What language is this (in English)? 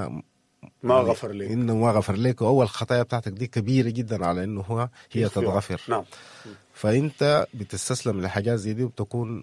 Sudanese Arabic